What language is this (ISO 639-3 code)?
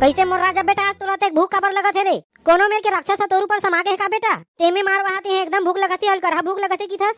hne